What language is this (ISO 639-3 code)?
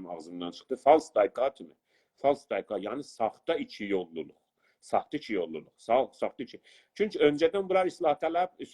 azb